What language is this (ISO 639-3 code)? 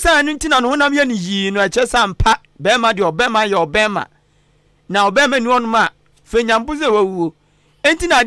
aka